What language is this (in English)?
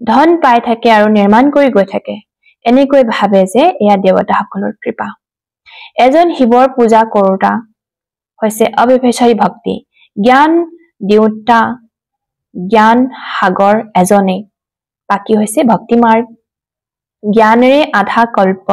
Assamese